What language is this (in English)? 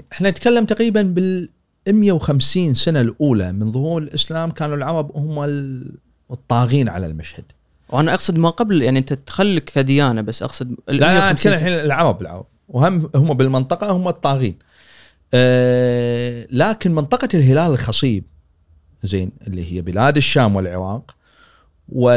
Gulf Arabic